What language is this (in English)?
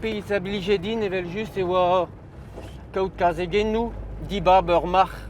Breton